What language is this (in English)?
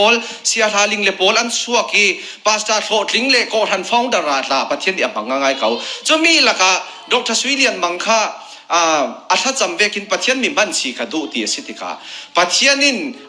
Falam Chin